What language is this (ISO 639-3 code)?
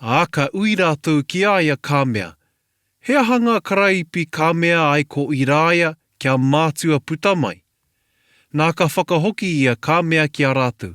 mri